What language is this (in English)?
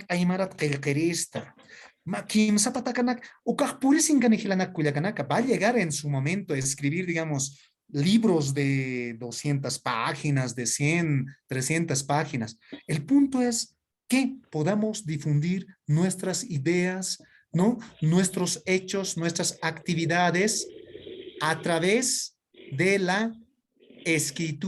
Aymara